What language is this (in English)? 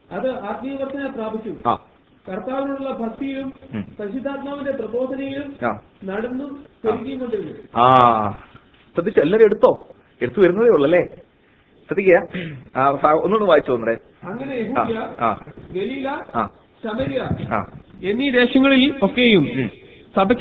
Malayalam